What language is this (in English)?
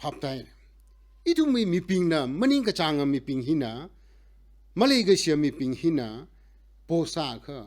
Tangkhul Naga (India)